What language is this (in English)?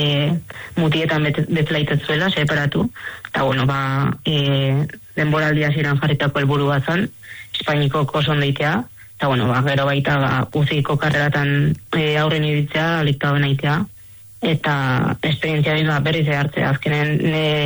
Basque